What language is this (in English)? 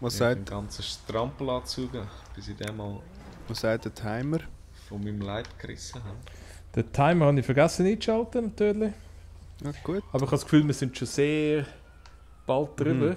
Swiss German